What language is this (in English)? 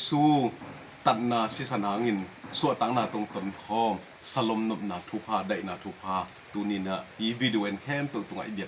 Tedim Chin